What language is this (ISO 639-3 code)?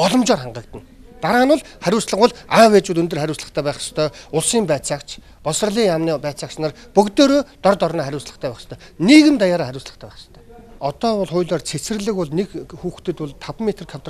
mon